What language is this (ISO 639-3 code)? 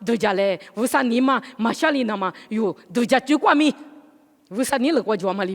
lis